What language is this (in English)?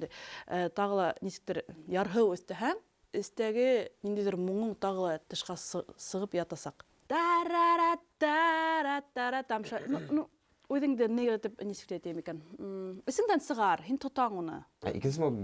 Bashkir